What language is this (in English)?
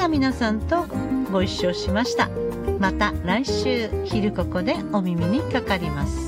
Japanese